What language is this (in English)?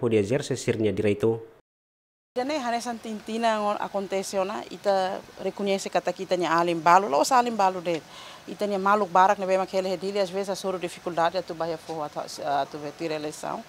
Tetum